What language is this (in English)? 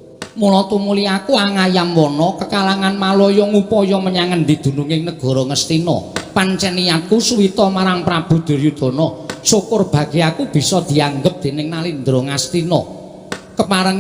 Javanese